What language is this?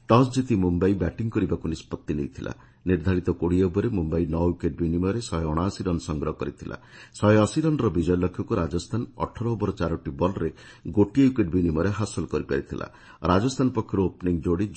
Odia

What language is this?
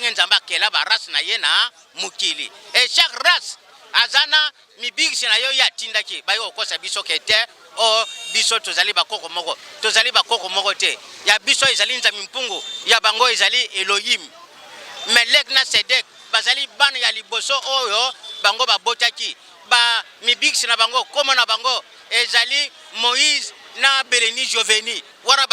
Lingala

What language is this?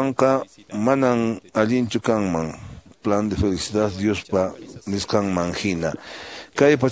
Quechua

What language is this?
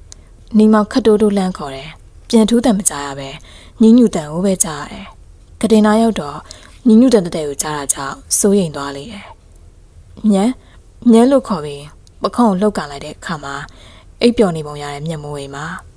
Burmese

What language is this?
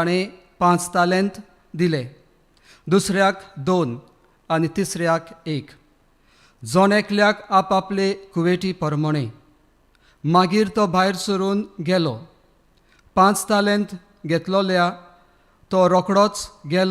Konkani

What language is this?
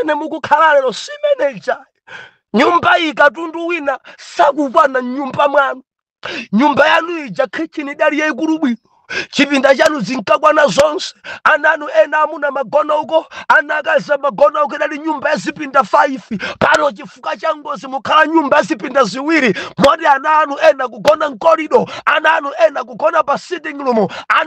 Nyanja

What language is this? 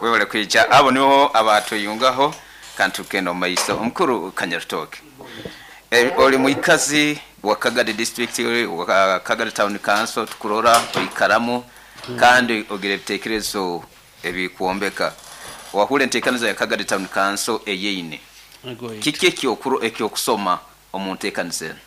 Nyoro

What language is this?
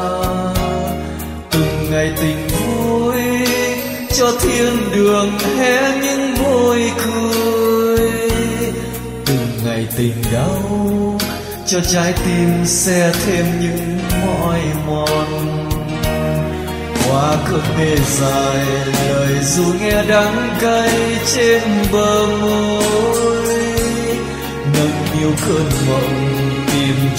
Vietnamese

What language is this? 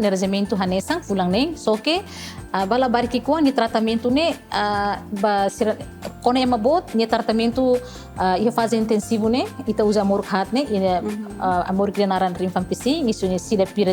Tetum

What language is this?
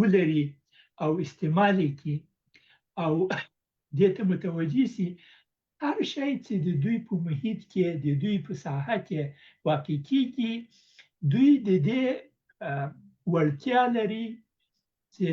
Pashto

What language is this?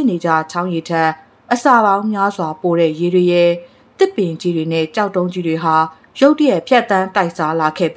Burmese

